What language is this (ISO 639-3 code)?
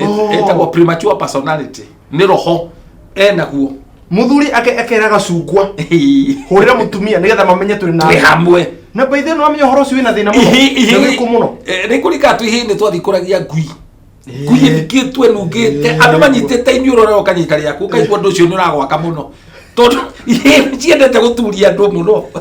kik